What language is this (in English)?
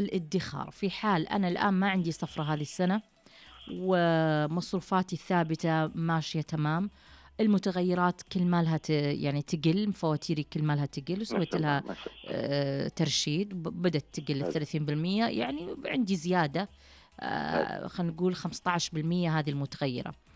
Najdi Arabic